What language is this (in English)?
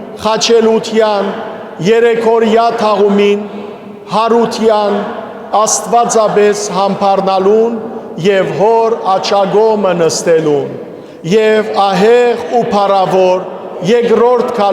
Western Armenian